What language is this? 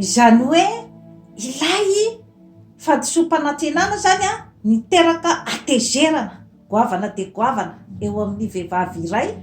Malagasy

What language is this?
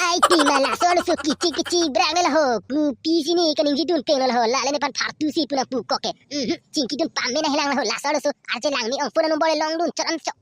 Karbi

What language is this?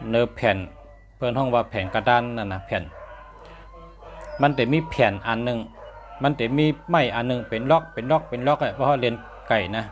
Shan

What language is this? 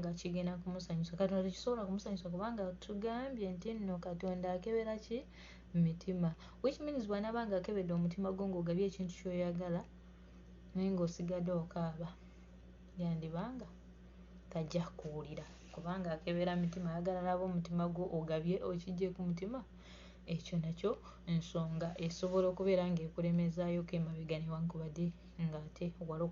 Ganda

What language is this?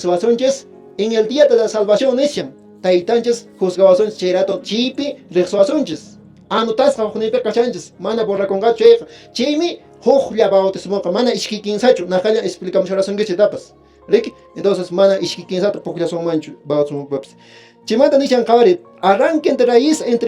Quechua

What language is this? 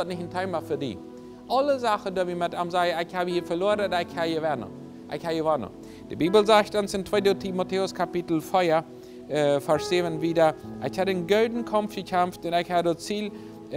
Plautdietsch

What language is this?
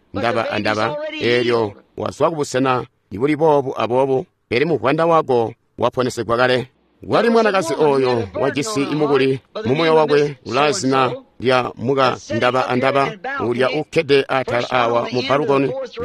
Tonga (Zambia)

